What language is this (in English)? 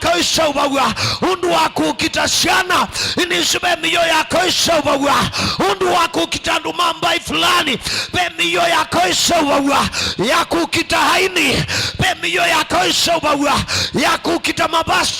Kamba